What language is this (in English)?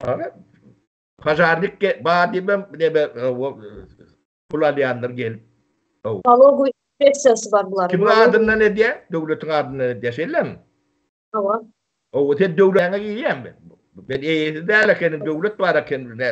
Turkmen